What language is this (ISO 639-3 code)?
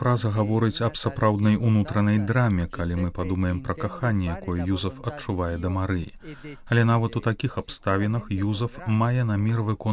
bel